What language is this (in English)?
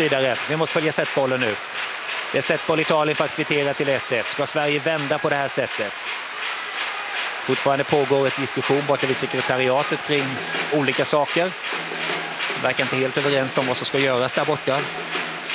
Swedish